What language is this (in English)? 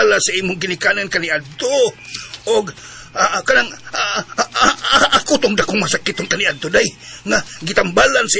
Cebuano